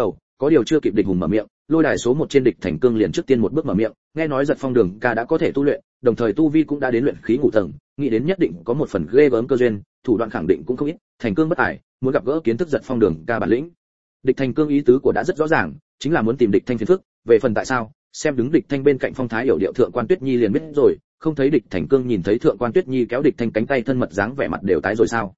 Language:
Vietnamese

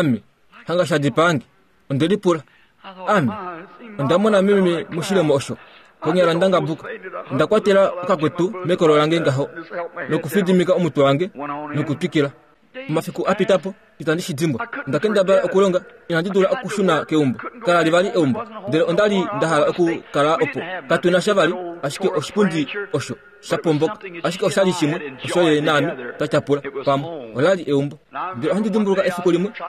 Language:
Kuanyama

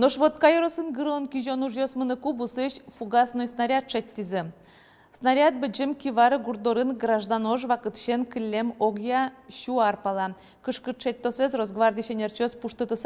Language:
Udmurt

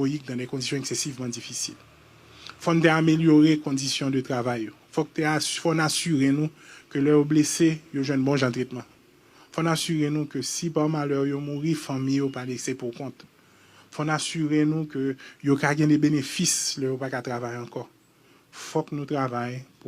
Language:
Haitian Creole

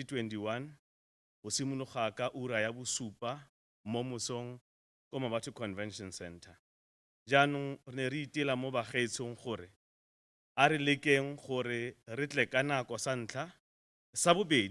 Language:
Tswana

